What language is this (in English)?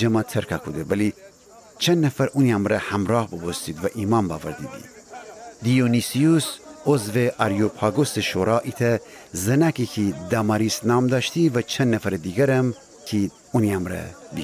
Gilaki